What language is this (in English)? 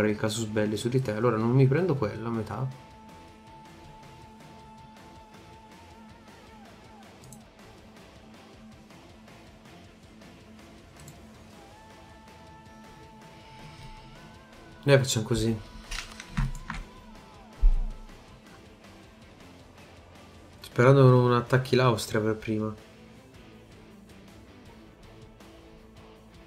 Italian